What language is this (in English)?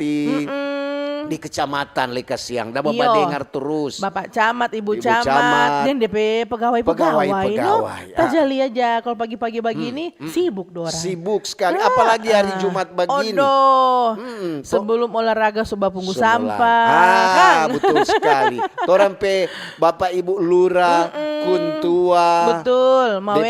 Manado Malay